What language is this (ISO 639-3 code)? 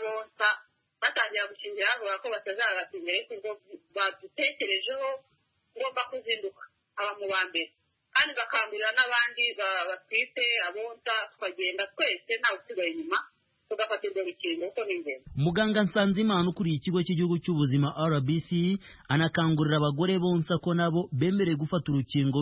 kin